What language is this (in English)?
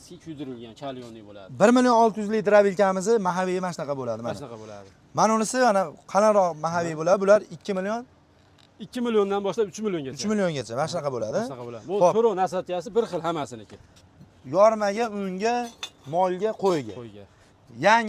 Uzbek